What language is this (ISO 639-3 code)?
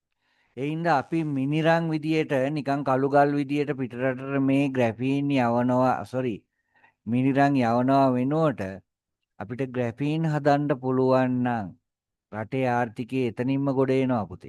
sin